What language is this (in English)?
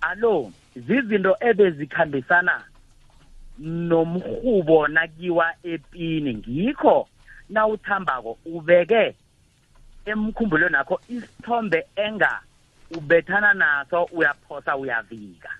South Ndebele